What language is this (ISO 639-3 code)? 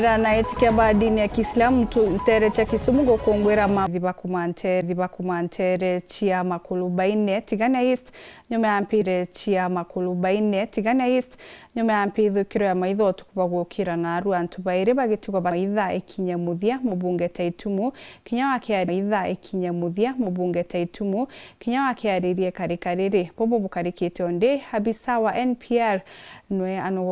mer